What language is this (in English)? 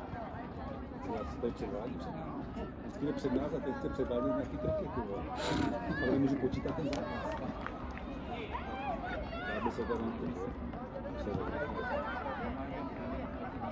Czech